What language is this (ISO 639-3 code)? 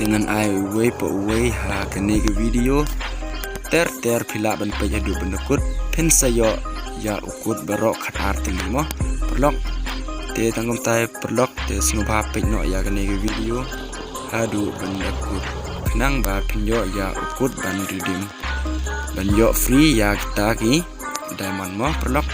kha